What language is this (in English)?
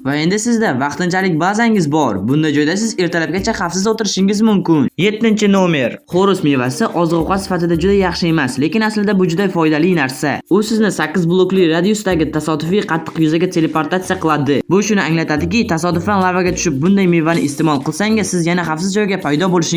Uzbek